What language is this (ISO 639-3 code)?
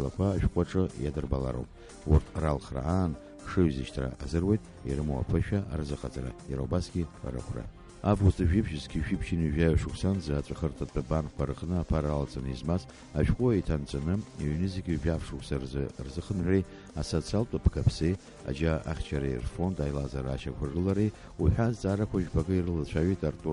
abk